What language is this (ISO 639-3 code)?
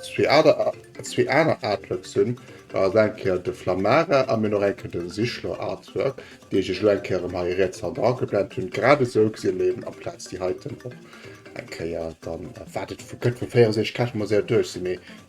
ltz